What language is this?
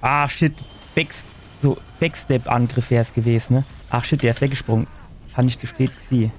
Palatine German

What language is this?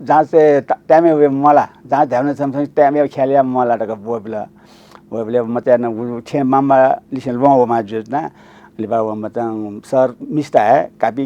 Newari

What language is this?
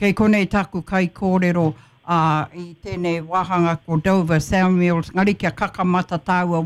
Māori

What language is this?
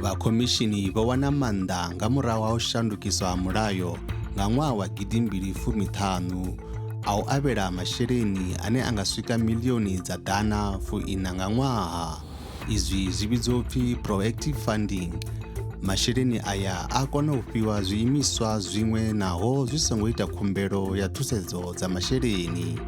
Venda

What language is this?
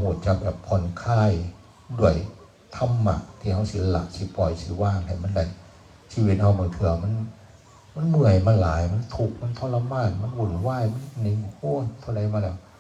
Northeastern Thai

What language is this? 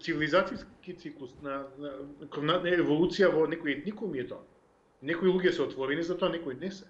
Macedonian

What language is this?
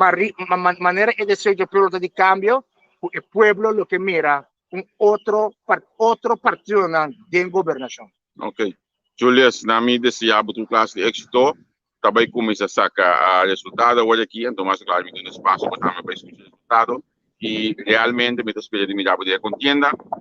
Papiamento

